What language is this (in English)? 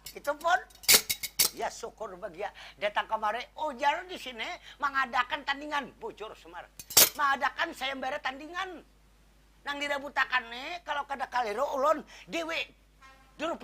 Banjar